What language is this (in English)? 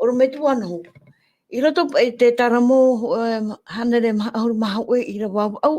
Tahitian